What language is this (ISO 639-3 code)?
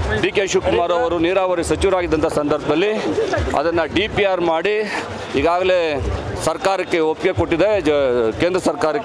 kan